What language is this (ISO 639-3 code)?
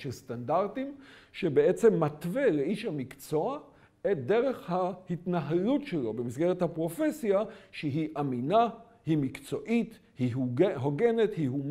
heb